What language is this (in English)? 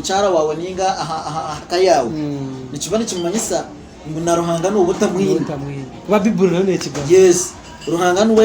Nyankole